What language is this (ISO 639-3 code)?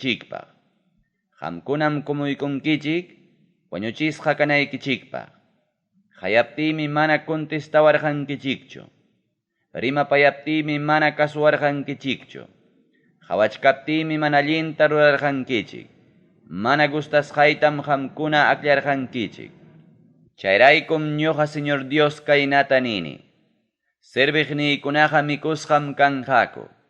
quy